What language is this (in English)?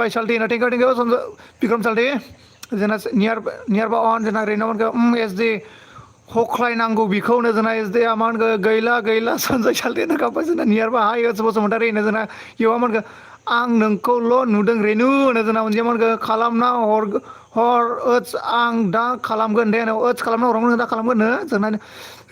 Bodo